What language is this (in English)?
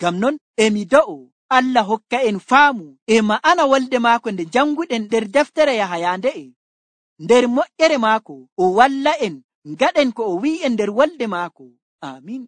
Nigerian Fulfulde